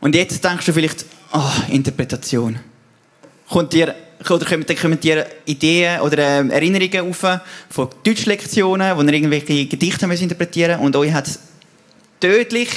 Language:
Swiss German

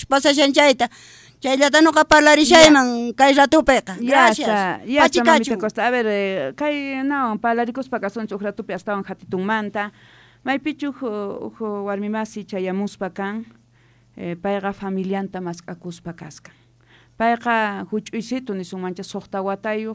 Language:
South Bolivian Quechua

